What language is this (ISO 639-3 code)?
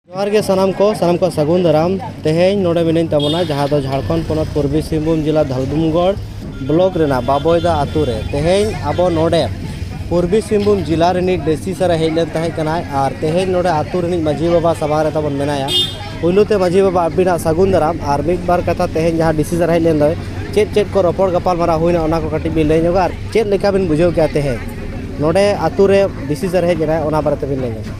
sat